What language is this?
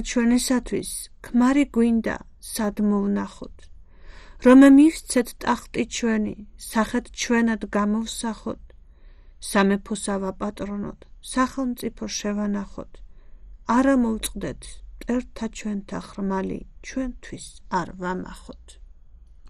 Georgian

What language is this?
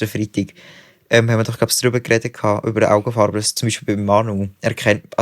Swiss German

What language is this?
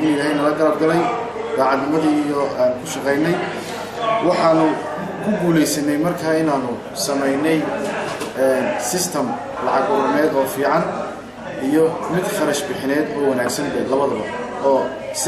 Somali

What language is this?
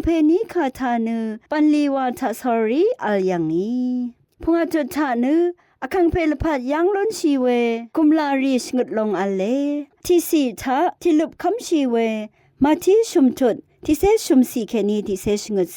Rawang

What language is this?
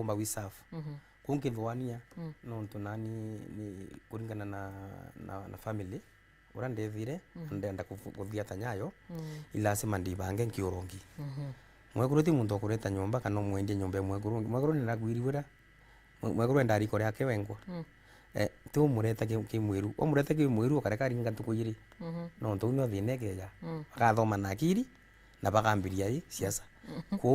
Meru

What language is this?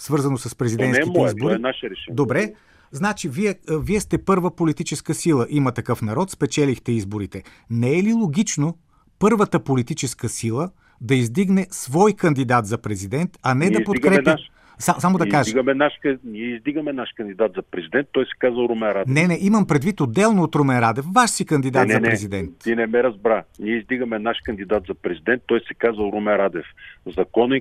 Bulgarian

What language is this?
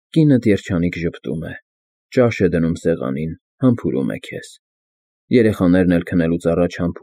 Armenian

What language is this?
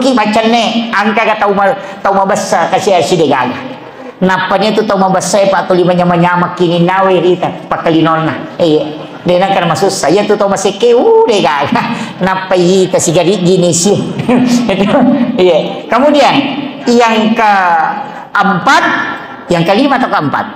Buginese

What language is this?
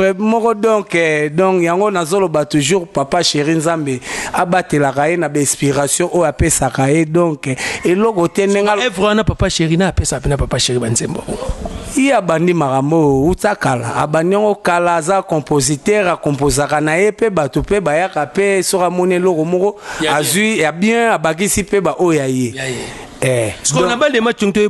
Lingala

